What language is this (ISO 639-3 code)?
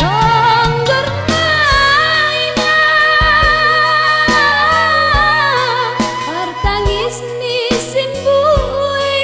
bts